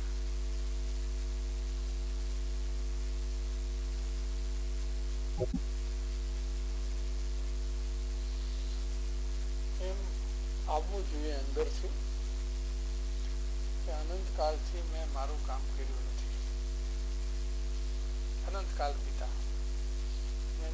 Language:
Gujarati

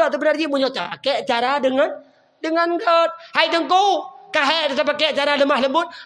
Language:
Achinese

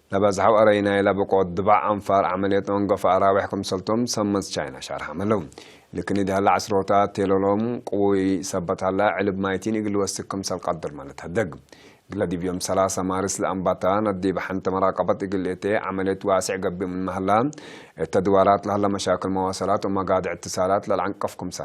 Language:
Tigre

